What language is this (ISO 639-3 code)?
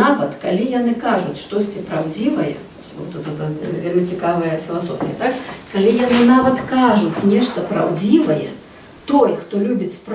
bel